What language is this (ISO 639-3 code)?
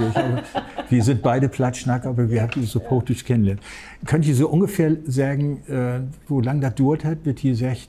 nds